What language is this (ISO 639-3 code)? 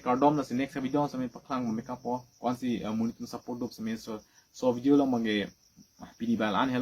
mjw